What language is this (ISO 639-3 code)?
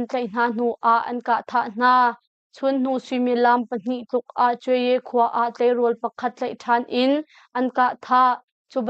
cnh